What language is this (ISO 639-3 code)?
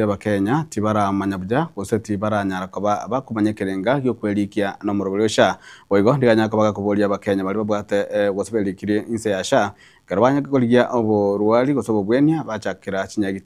guz